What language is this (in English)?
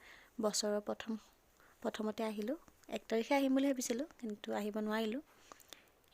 Assamese